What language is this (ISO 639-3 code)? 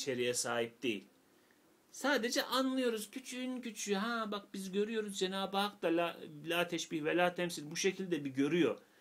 tur